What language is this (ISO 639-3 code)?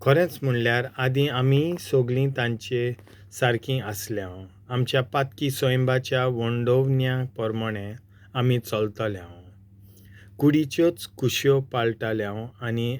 kok